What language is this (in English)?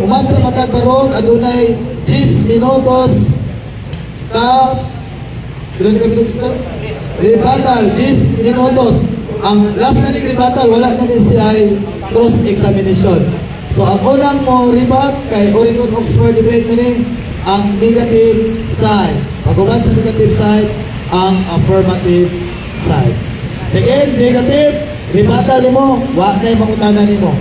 Cebuano